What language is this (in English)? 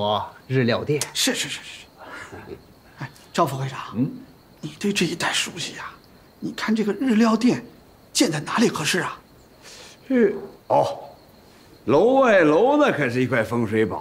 Chinese